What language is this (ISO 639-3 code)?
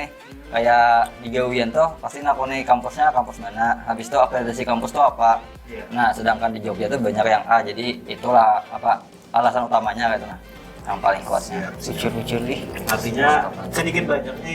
bjn